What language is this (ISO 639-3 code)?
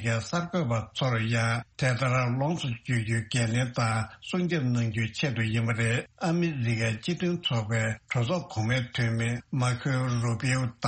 bod